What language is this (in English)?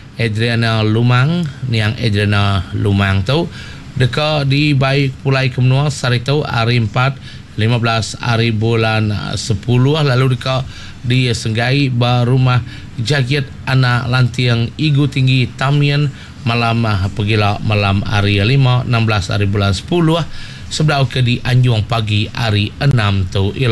Iban